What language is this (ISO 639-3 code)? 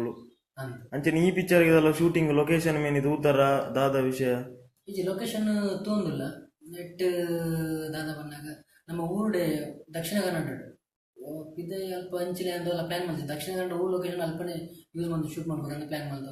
tcy